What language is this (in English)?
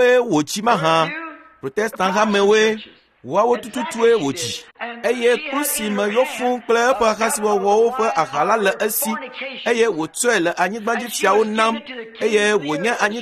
Ewe